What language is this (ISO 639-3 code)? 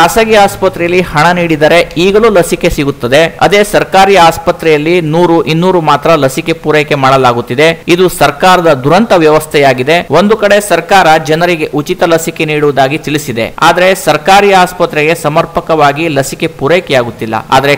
kan